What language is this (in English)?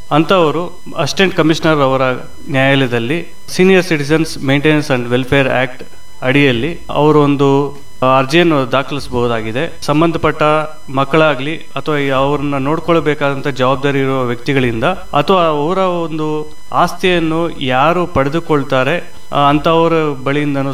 Kannada